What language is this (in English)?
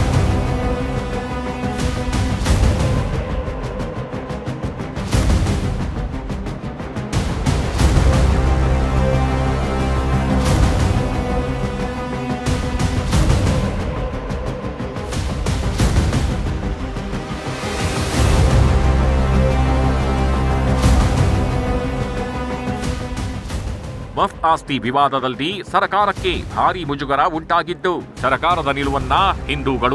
Kannada